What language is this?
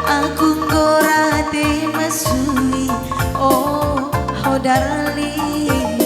Batak Karo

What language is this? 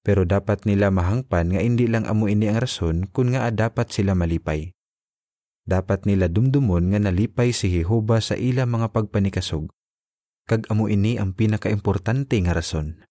Hiligaynon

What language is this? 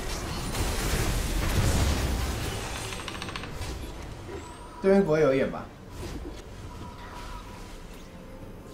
Chinese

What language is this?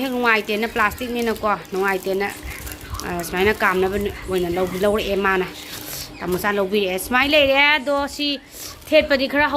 Manipuri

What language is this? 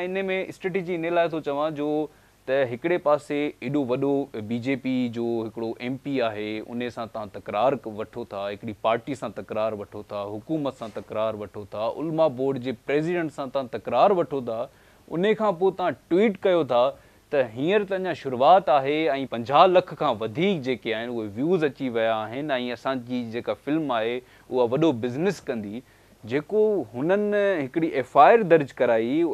Sindhi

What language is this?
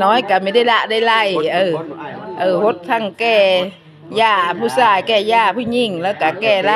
Lao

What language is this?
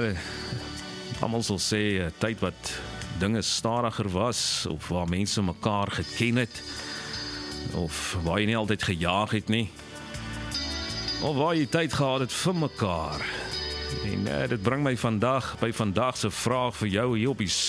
Afrikaans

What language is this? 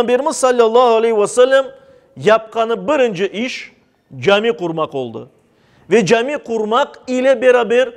Crimean Tatar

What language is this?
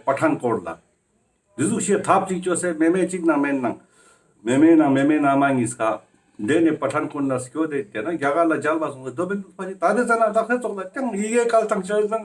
Ladakhi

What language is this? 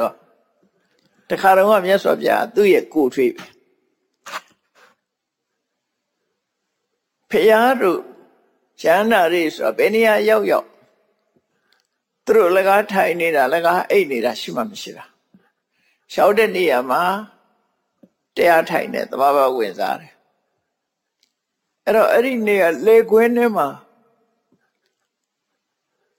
Burmese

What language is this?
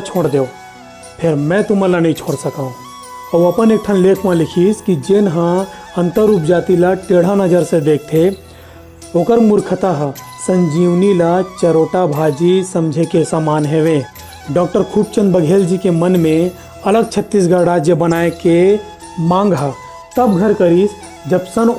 Chhattisgarhi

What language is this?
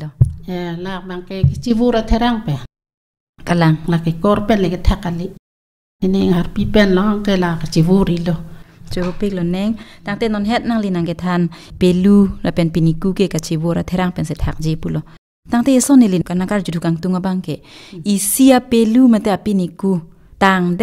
Karbi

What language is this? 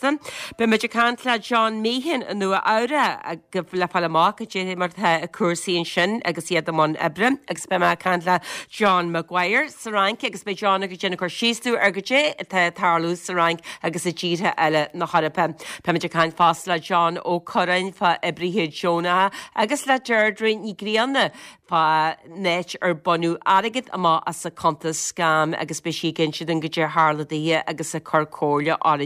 Irish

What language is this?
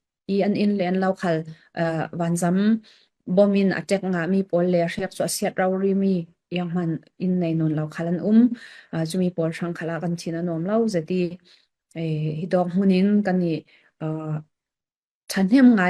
Falam Chin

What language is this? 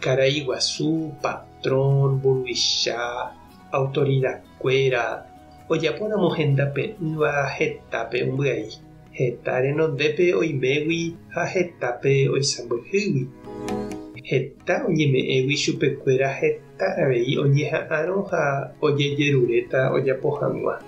Guarani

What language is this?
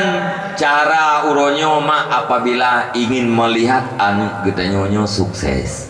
Achinese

